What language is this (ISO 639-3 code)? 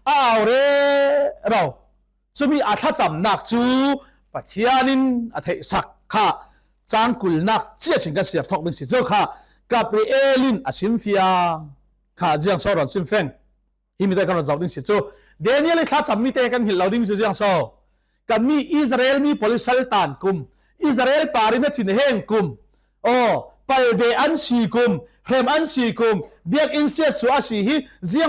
cfm